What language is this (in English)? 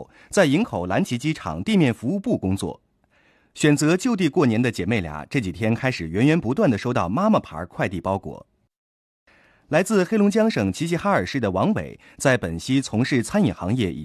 Chinese